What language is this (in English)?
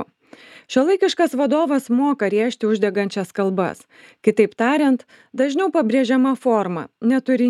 Lithuanian